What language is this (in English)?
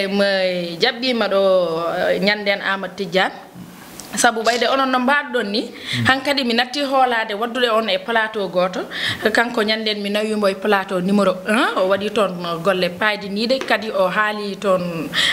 Fula